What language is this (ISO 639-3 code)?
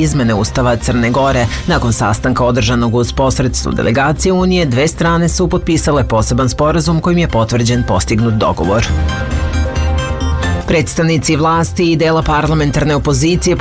srp